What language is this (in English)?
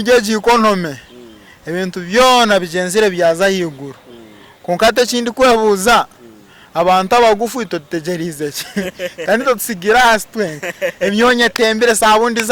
Nyankole